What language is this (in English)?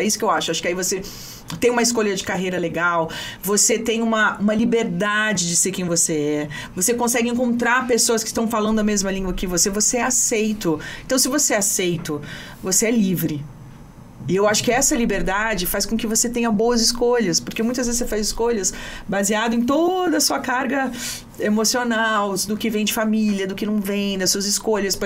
Portuguese